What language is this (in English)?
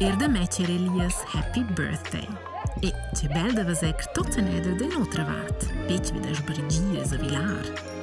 Romansh